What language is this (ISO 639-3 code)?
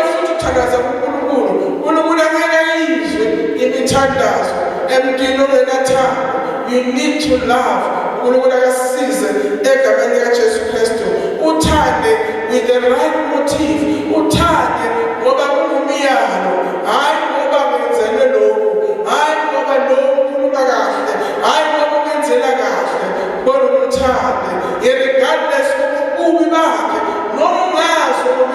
zul